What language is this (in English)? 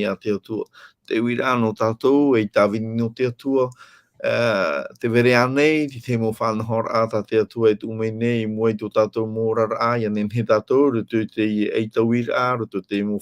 Tahitian